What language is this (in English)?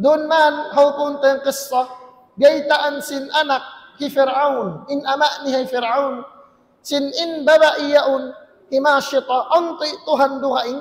Tausug